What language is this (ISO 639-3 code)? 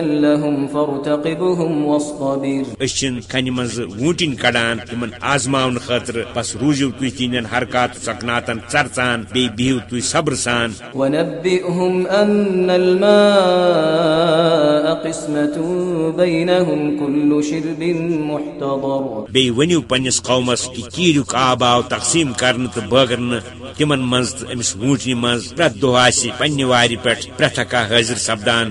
kas